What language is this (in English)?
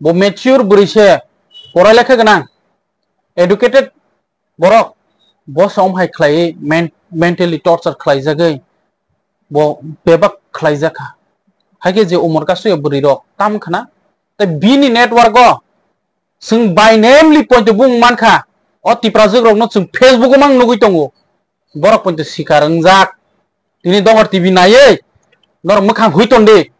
Kok Borok